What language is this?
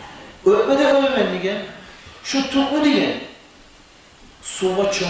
Kumyk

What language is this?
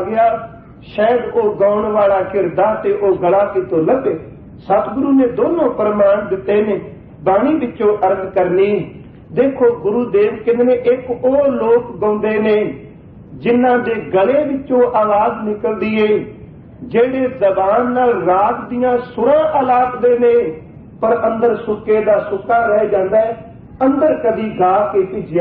Punjabi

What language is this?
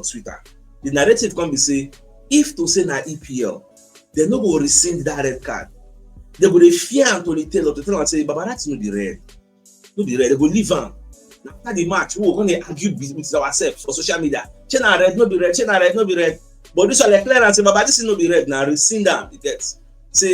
Nigerian Pidgin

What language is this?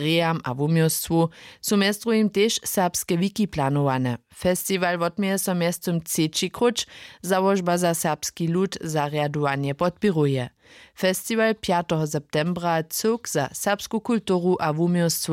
Upper Sorbian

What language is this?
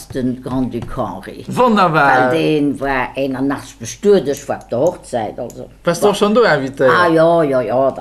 Luxembourgish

